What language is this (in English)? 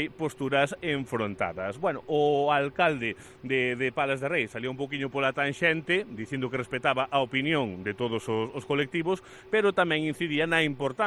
Galician